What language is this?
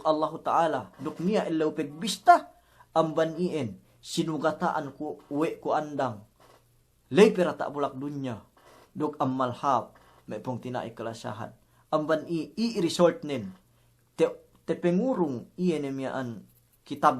Yakan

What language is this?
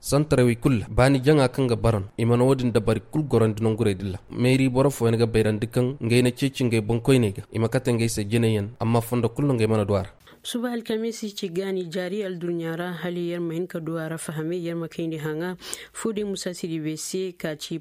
Koyraboro Senni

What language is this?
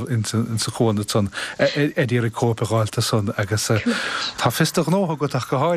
Irish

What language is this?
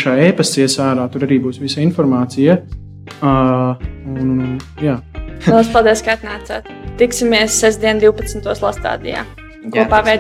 Latvian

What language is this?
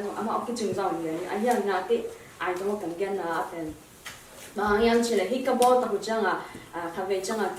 Tedim Chin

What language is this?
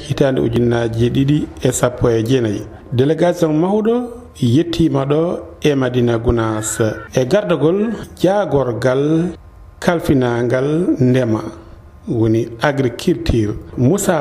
Fula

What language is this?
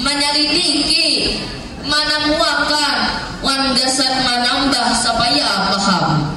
Banjar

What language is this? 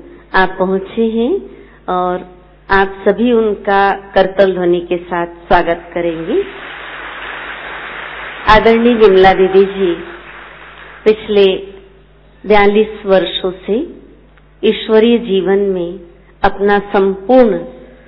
Hindi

